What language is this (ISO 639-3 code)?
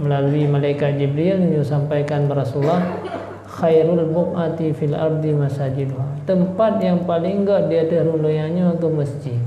ace